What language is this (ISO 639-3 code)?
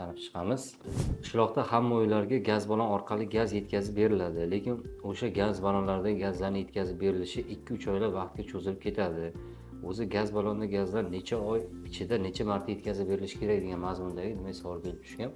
uzb